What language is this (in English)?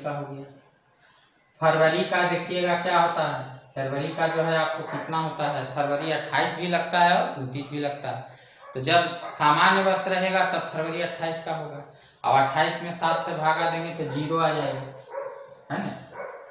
Hindi